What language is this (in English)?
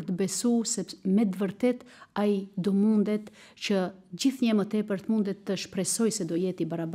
Albanian